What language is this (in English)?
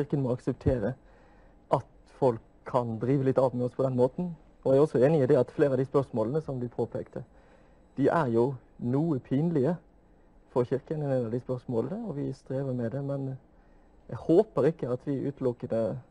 Norwegian